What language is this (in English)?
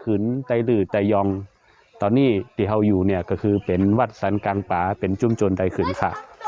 Shan